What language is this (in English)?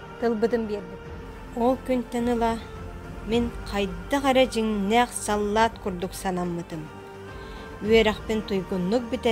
Yakut